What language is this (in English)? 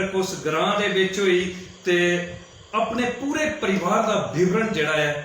Dogri